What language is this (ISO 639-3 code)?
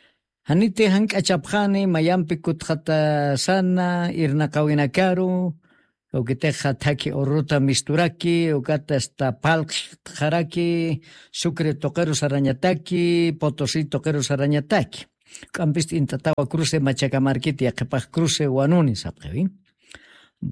aym